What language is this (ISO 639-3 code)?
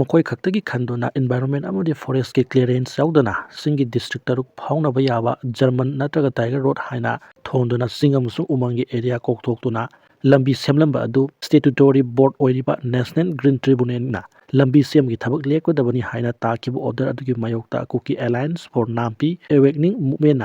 mni